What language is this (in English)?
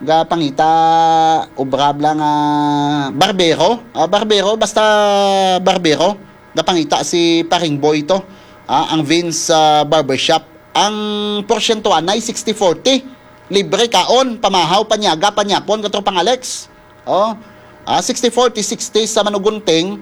Hiligaynon